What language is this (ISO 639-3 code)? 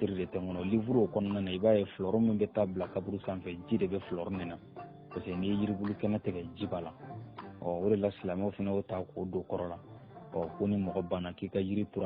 bam